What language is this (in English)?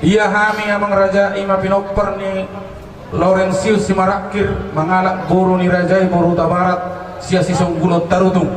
Batak Toba